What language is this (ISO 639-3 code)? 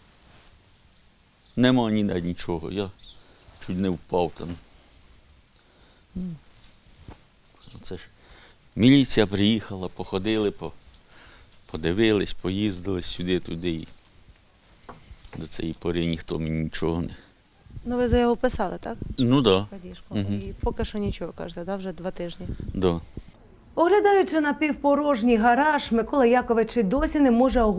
ukr